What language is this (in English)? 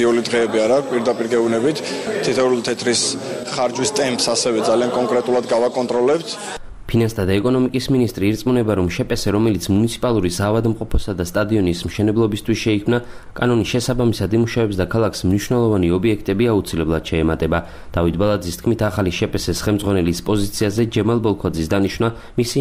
Georgian